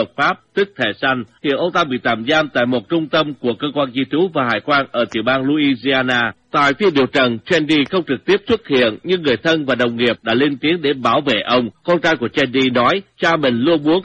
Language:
Vietnamese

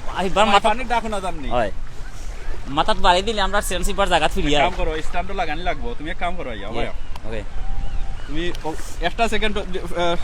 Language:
Sylheti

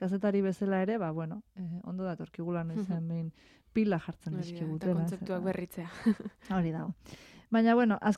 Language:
Basque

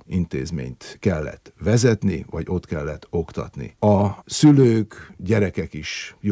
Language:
Hungarian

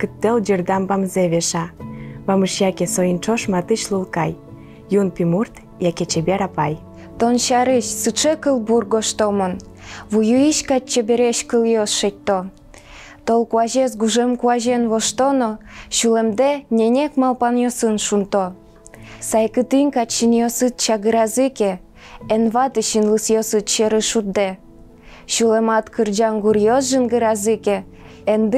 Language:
Udmurt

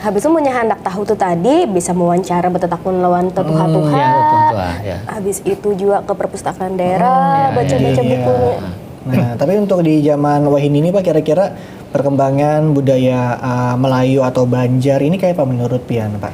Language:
Banjar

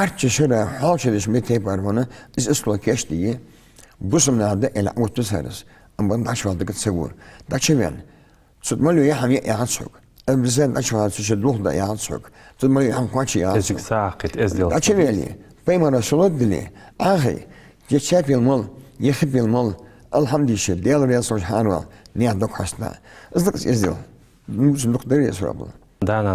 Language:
Ingush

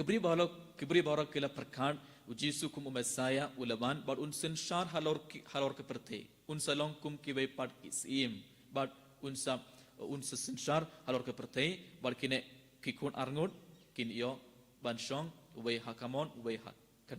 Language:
Khasi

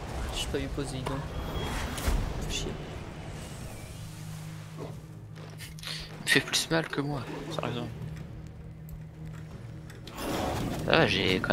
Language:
French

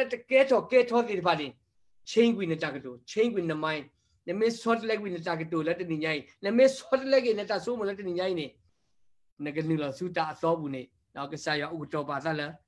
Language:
S'gaw Karen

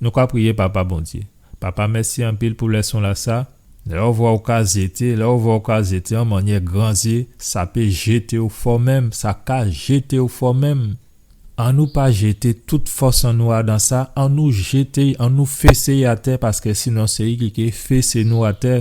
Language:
Guadeloupean Creole French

